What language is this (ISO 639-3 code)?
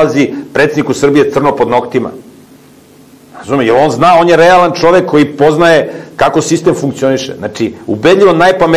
srp